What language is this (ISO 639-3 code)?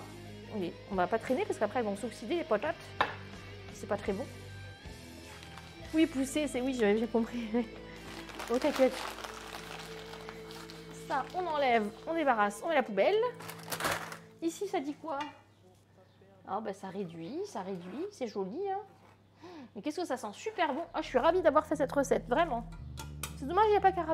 fra